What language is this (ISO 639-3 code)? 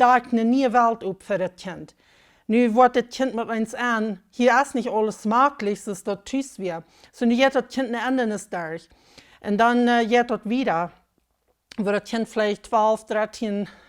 pdt